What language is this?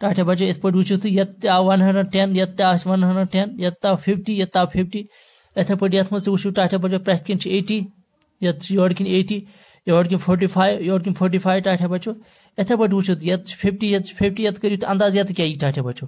Kashmiri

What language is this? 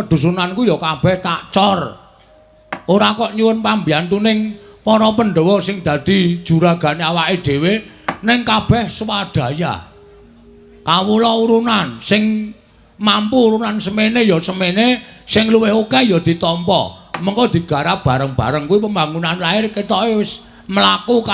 Javanese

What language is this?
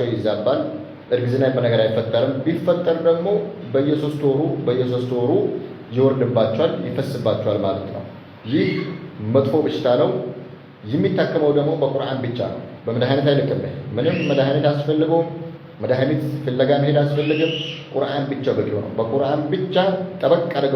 Amharic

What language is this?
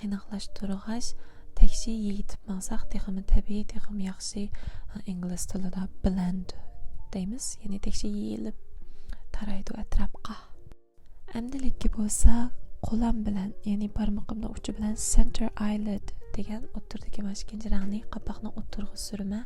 Uyghur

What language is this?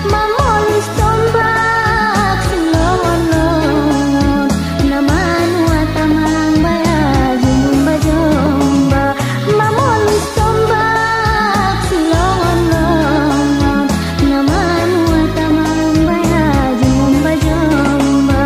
Batak Angkola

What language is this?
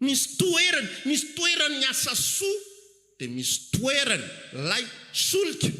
Malagasy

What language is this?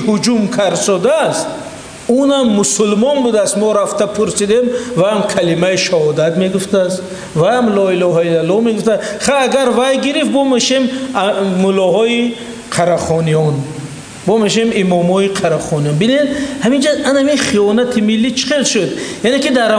Tajik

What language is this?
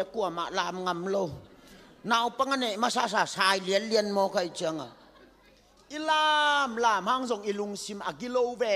Tedim Chin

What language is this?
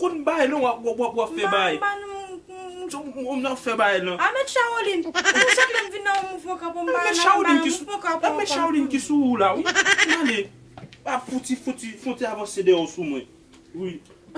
Haitian Creole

